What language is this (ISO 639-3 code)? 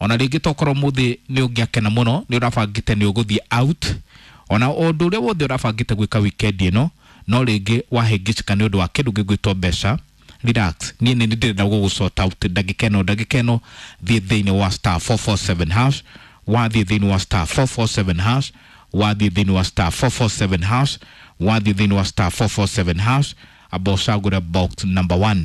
kik